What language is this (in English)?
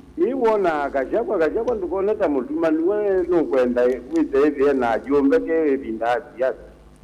Kamba